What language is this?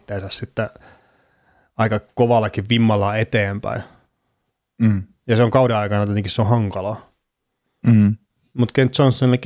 Finnish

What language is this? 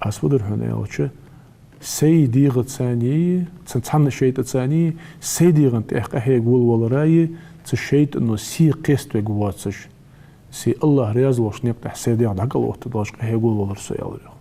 Ingush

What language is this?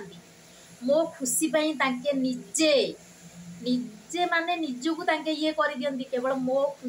Odia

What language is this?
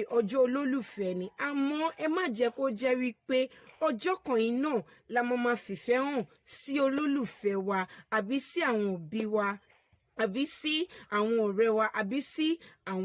Yoruba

